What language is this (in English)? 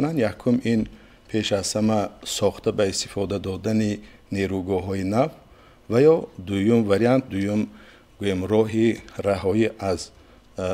Tajik